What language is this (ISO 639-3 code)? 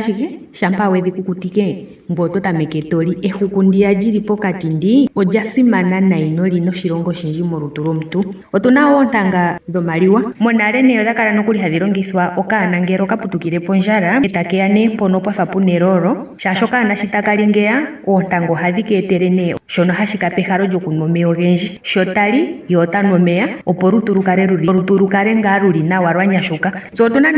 ndo